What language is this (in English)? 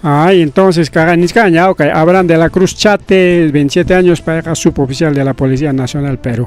Ayacucho Quechua